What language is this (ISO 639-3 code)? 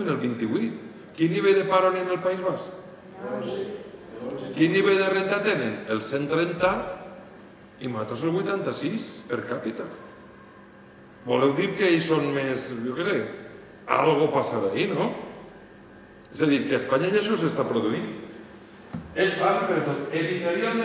cat